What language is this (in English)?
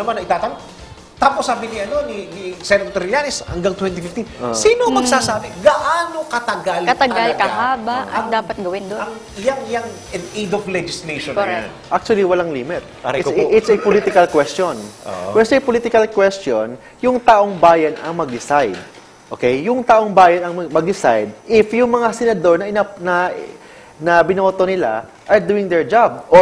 Filipino